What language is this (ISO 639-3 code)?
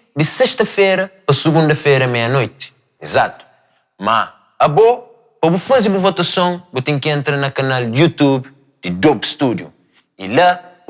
kea